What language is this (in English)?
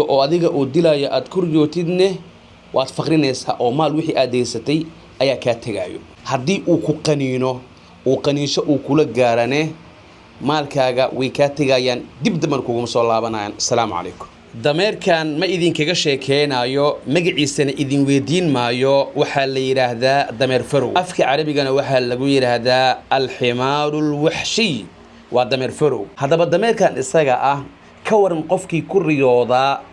Somali